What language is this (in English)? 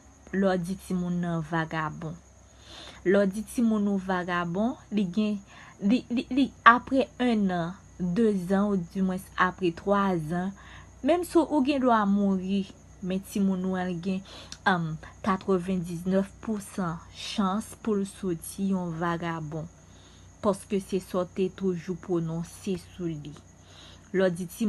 Haitian Creole